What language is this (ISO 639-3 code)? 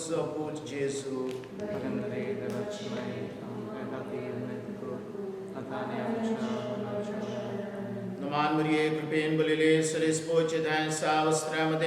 kok